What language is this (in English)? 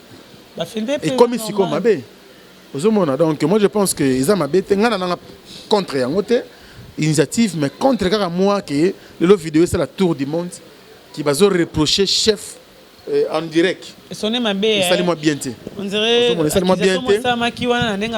Lingala